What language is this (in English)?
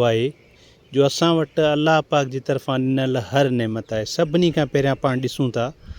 Sindhi